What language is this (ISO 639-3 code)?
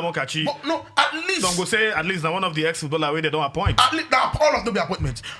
pcm